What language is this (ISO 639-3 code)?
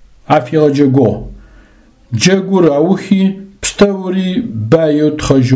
ady